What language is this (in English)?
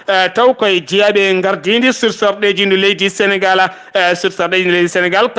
Fula